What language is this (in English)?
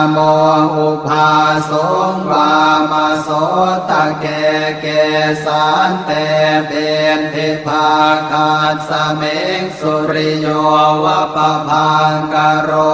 Pali